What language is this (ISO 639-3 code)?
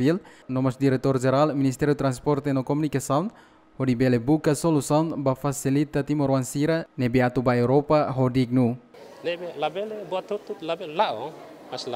tet